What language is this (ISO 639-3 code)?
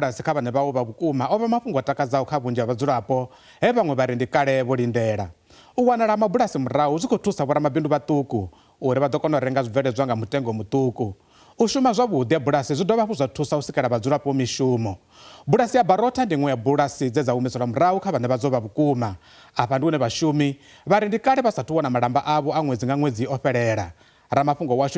ven